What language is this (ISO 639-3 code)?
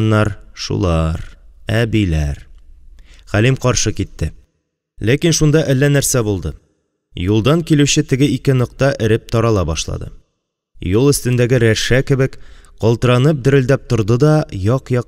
tat